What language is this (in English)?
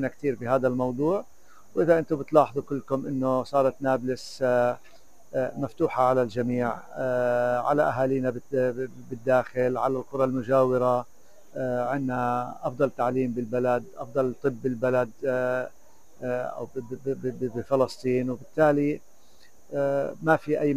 North Levantine Arabic